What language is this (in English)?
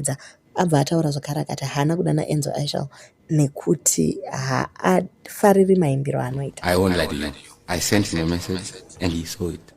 Shona